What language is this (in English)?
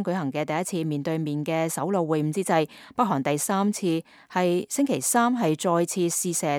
Cantonese